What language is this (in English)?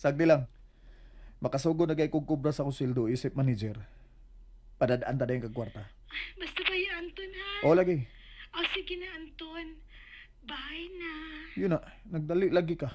Cebuano